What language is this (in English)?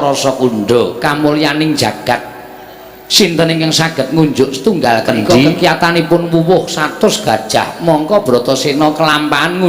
Javanese